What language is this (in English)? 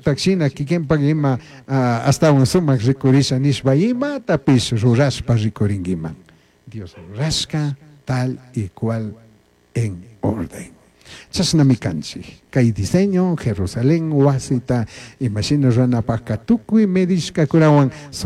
Chimborazo Highland Quichua